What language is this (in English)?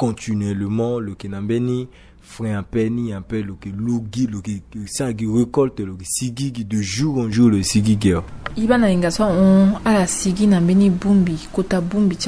Sango